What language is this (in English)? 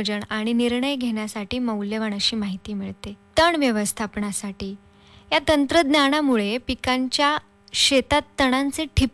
Marathi